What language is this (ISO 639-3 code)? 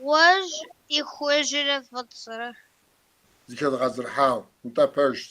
kbd